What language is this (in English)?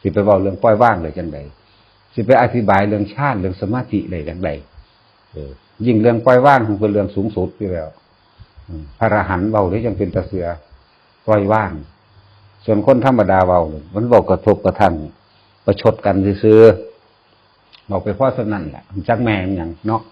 Northeastern Thai